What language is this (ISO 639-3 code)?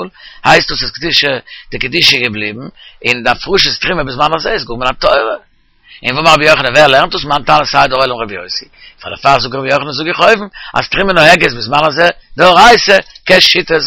yid